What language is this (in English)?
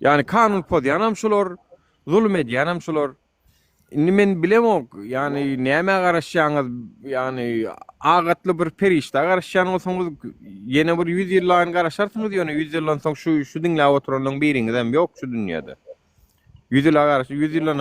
Turkmen